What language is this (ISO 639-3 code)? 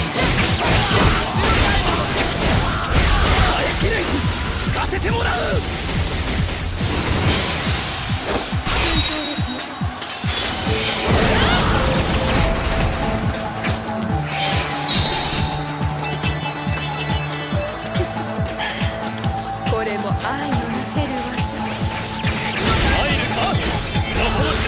jpn